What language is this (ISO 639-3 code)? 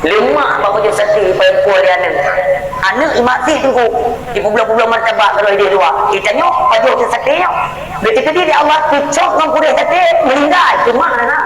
ace